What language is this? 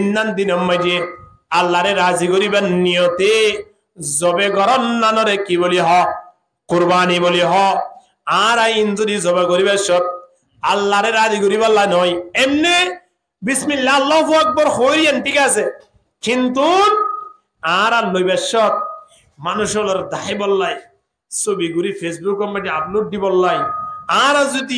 Rohingya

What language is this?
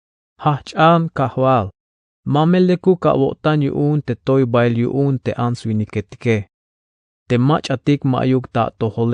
Tzeltal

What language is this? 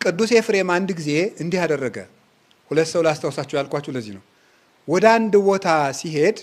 Amharic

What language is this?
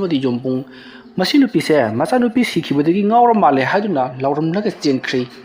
Manipuri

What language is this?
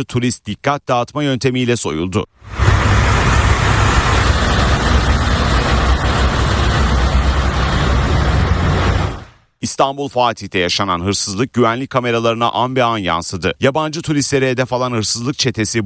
Turkish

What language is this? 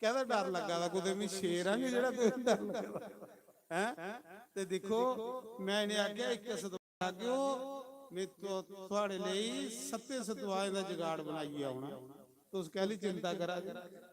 Dogri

